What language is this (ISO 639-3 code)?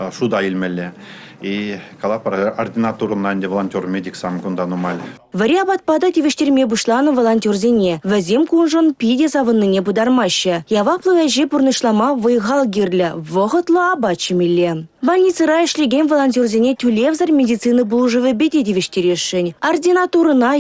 chv